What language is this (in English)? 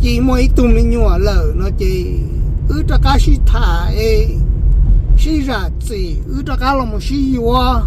Hmong